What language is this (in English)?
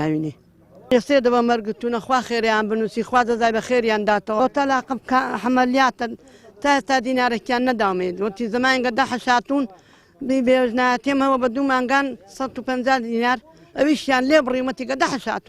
Central Kurdish